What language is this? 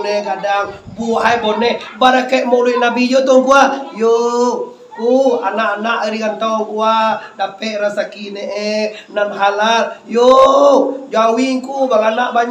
Minangkabau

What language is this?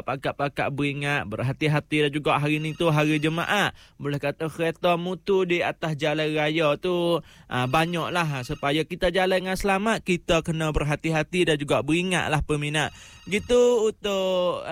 Malay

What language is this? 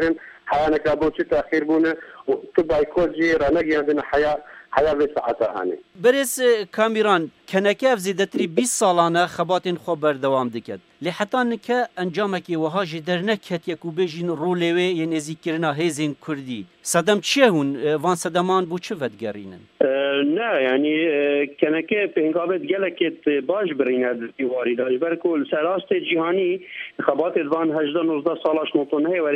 Kurdish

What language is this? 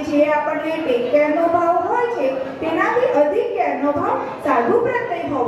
Gujarati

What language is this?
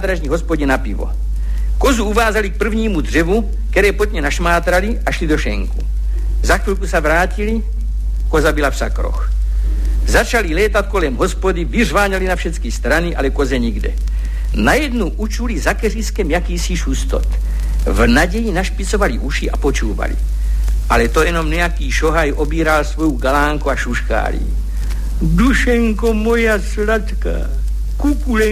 Czech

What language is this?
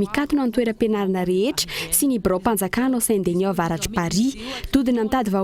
Malagasy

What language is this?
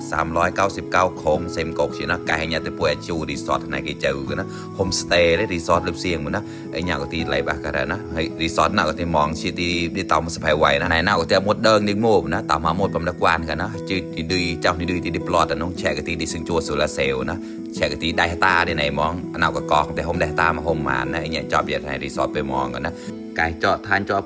Mon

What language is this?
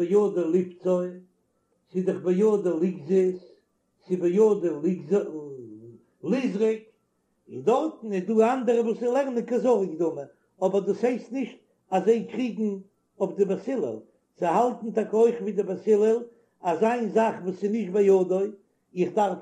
Yiddish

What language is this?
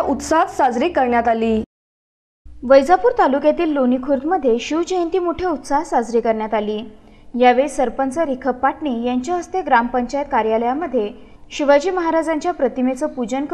Marathi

